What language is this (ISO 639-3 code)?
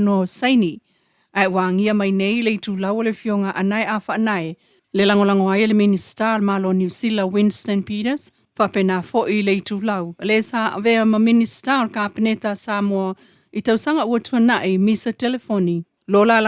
smo